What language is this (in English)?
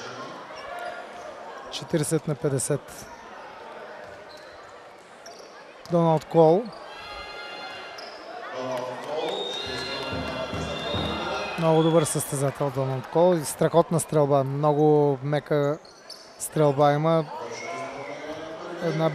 Bulgarian